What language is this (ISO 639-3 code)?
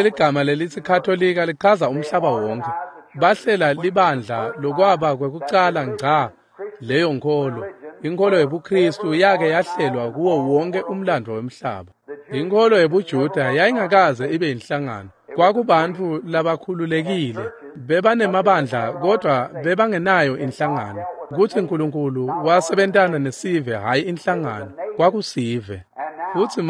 ssw